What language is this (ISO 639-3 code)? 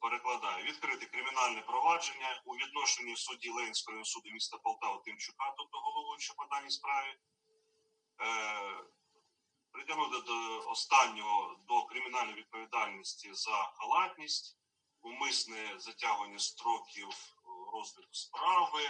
ukr